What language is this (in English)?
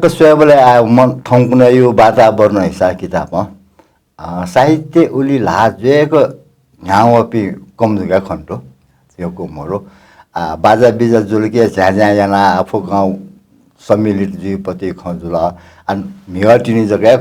Newari